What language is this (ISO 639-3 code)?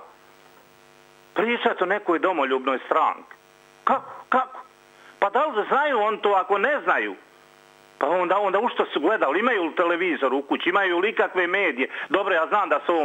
hrv